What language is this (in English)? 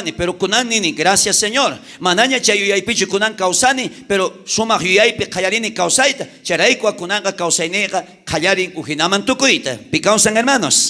South Bolivian Quechua